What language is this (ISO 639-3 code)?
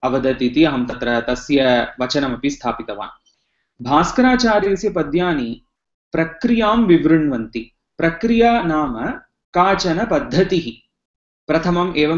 san